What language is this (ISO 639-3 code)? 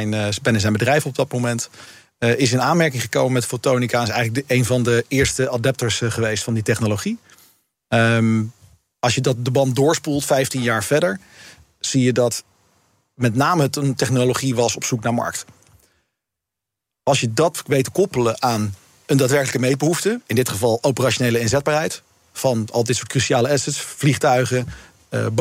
nld